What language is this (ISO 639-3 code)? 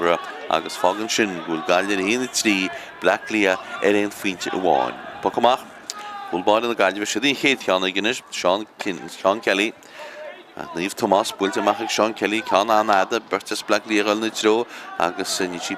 gle